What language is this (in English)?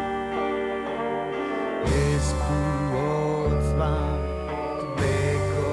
Basque